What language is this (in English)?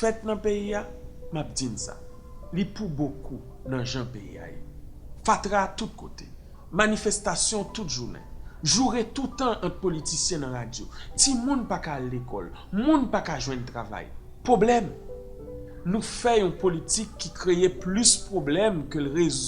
Haitian Creole